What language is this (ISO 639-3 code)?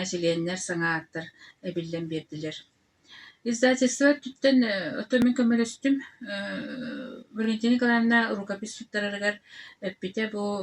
sah